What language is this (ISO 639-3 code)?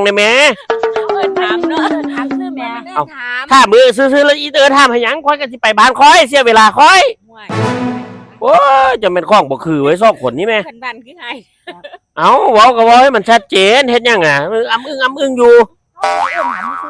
tts